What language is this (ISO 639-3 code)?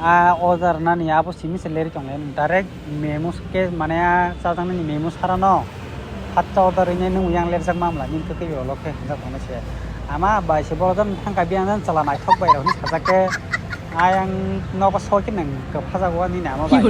trp